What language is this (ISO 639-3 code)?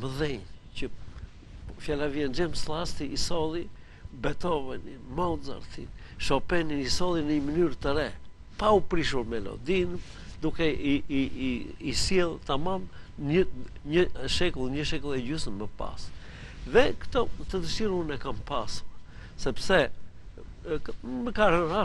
sqi